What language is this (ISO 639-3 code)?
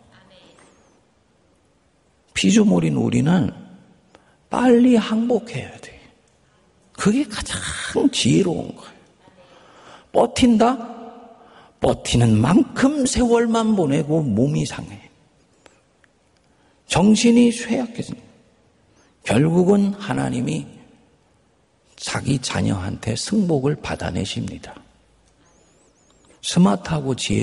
kor